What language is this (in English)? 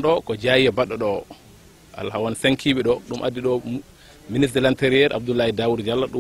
Fula